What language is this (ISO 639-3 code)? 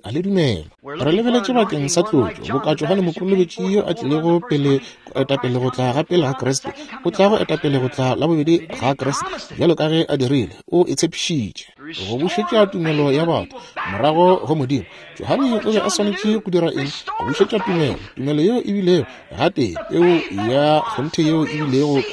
nso